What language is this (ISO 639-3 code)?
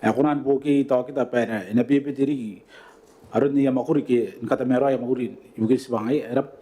gil